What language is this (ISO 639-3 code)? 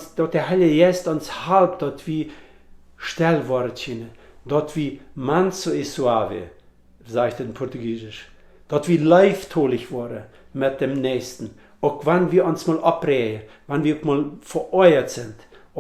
pdt